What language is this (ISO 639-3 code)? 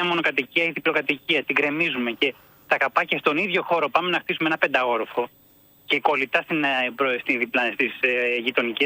ell